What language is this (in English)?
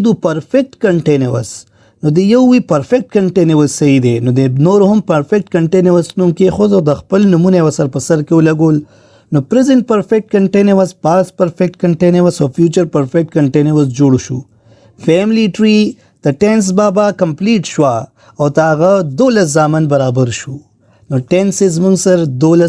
Pashto